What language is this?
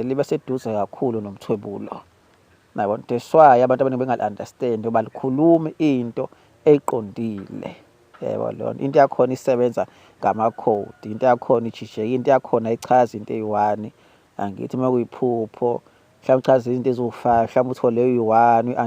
Zulu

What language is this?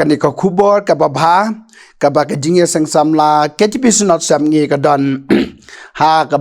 Khasi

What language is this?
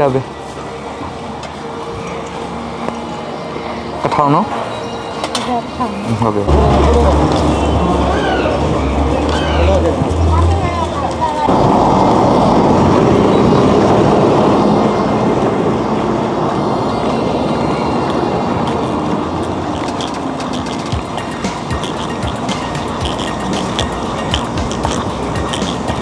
Burmese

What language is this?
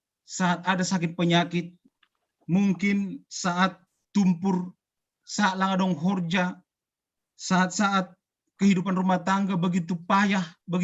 Batak Simalungun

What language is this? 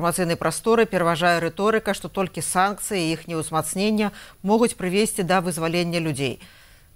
Belarusian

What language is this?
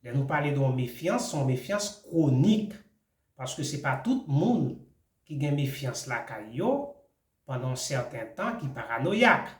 Haitian Creole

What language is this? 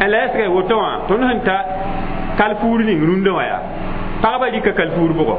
Mossi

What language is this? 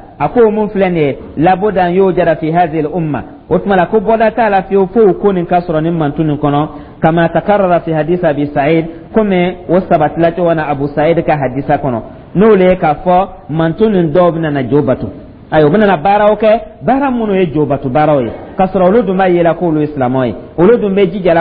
Dyula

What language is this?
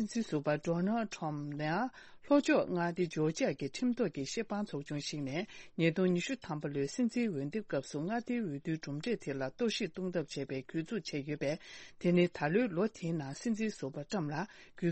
Tibetan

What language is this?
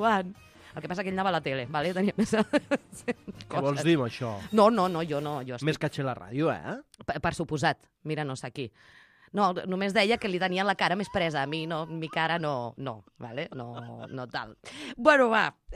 Catalan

